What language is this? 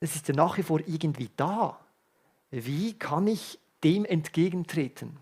Swiss German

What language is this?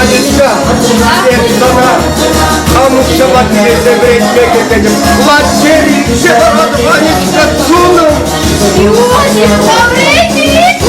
Chuvash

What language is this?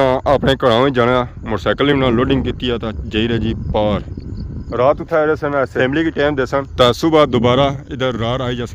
Pahari-Potwari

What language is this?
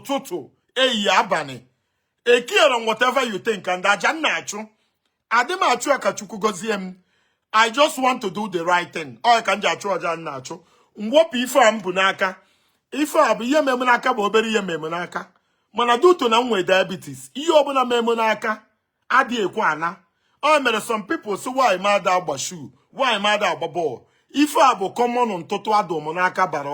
Igbo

